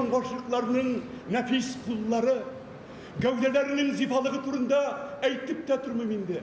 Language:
Tatar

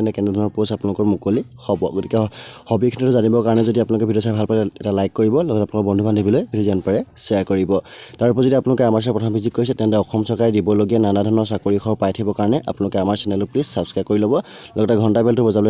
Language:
Assamese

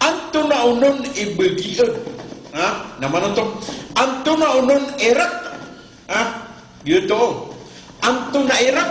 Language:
Maranao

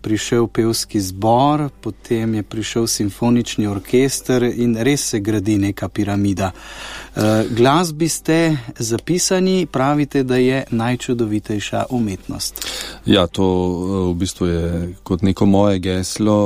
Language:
Slovenian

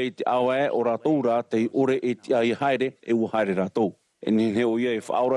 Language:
Tahitian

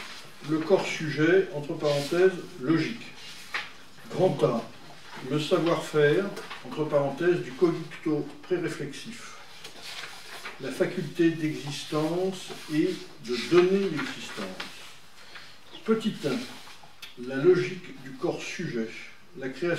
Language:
French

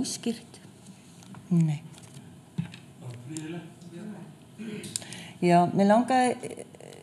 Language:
Icelandic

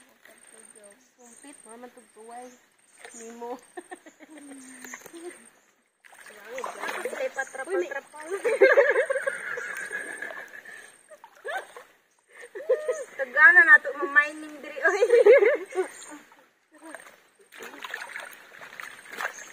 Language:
Cebuano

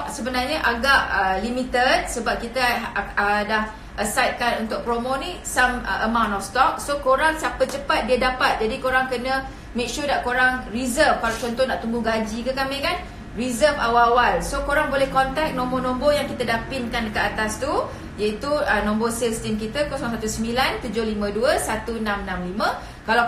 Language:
Malay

